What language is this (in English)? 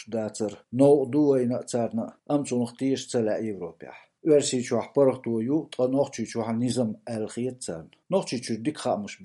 Chechen